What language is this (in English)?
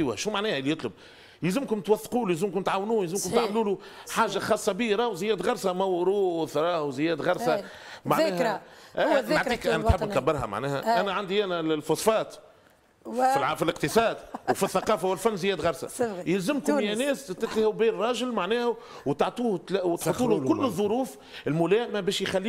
Tunisian Arabic